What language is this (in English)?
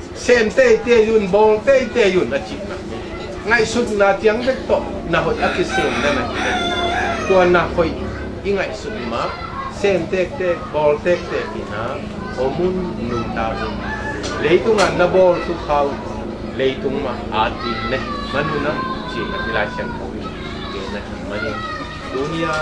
Tedim Chin